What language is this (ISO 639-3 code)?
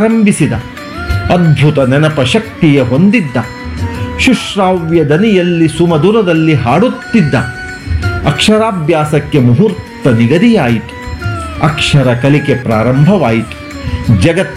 kan